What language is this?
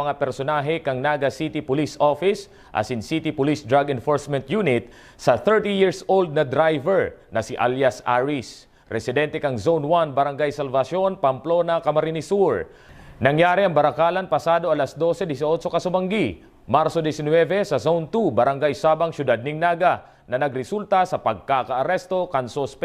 Bikol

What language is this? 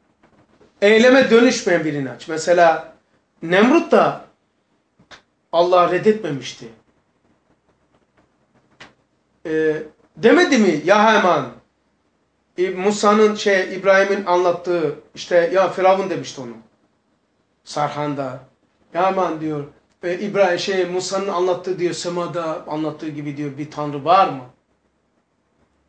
Turkish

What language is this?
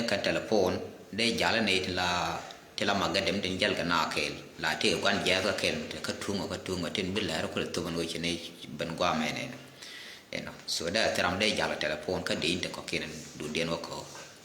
Nuer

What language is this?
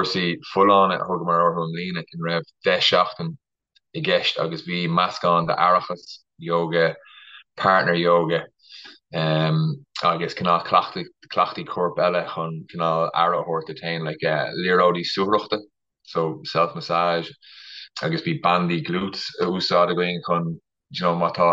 Irish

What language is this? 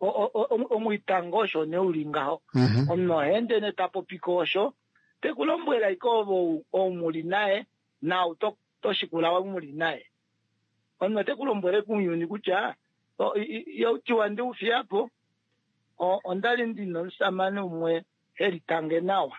Kuanyama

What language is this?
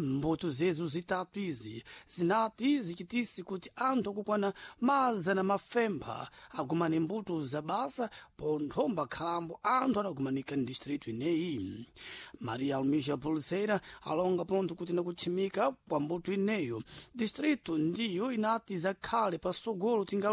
Sena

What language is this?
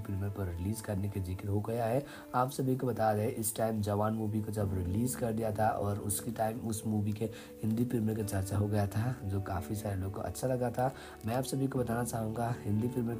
Hindi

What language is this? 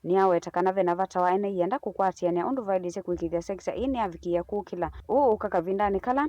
Kamba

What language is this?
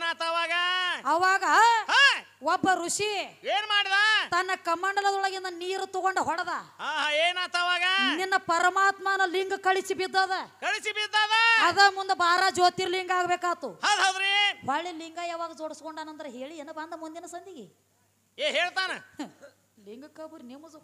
Kannada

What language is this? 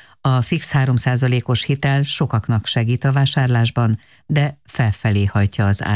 Hungarian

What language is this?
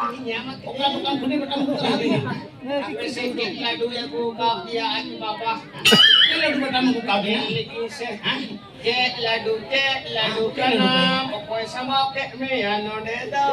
Santali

